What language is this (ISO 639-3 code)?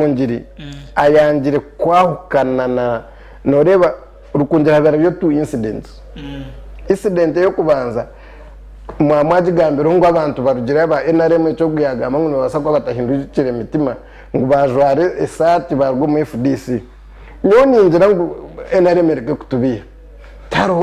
nyn